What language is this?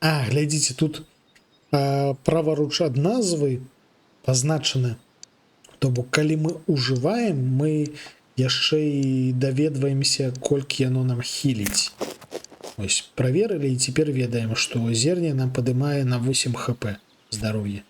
Belarusian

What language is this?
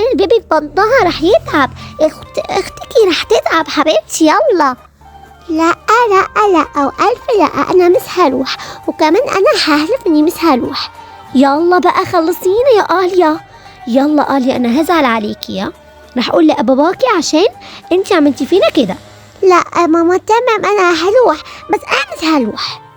Egyptian Arabic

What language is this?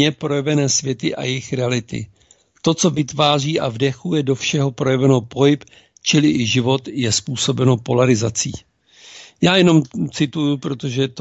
Czech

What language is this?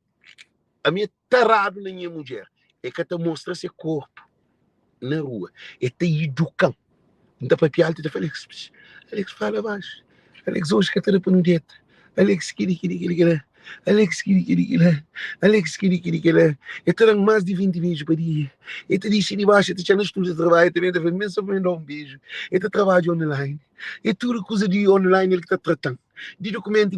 Kabuverdianu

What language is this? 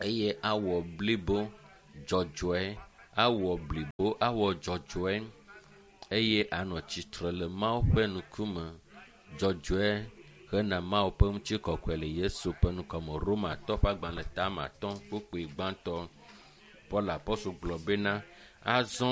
Ewe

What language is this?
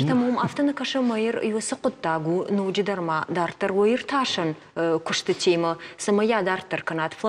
Ossetic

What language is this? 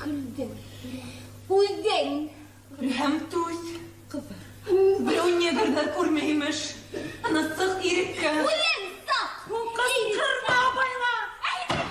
Bashkir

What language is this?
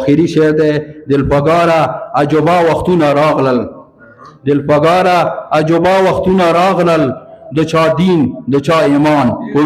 Pashto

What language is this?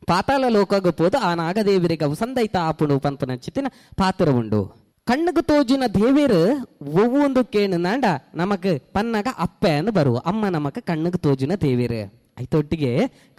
Tulu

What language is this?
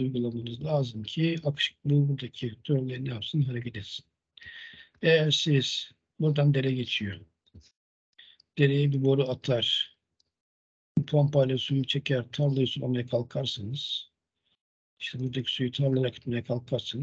Turkish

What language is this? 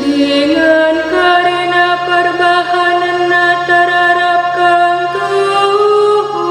Batak Karo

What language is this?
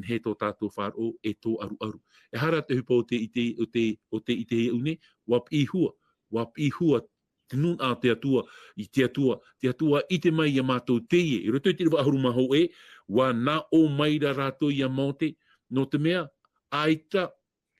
Tahitian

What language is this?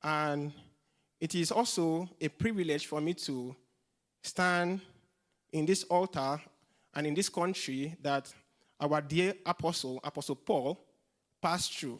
English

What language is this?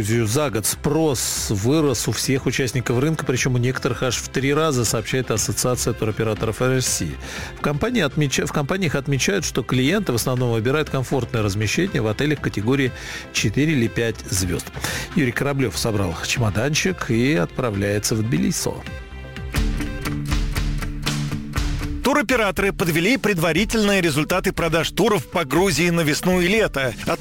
Russian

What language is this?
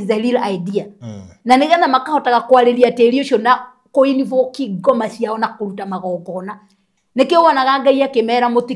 Kikuyu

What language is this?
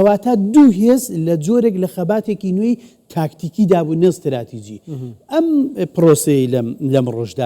Central Kurdish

